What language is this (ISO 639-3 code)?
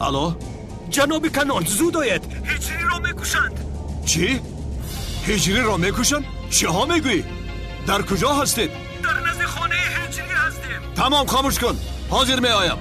tgk